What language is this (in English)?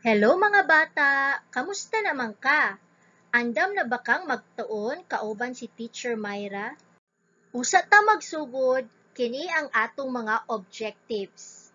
Cebuano